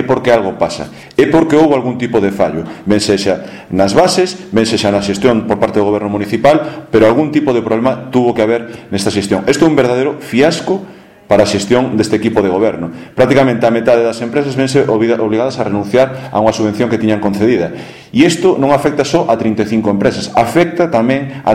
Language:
Galician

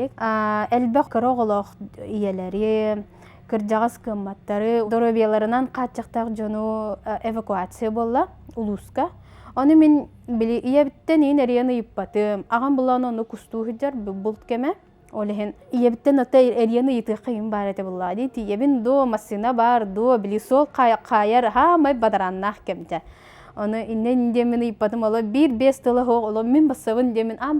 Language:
Yakut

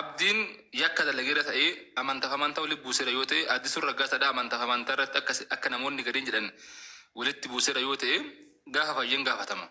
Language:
Oromo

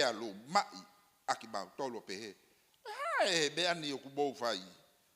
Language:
Tongan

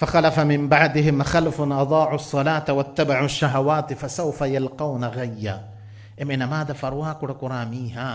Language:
Divehi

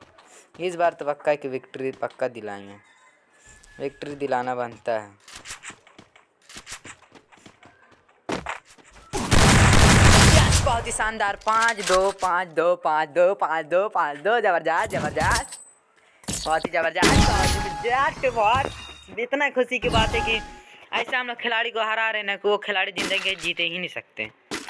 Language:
Hindi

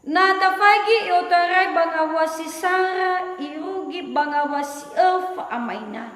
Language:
Nias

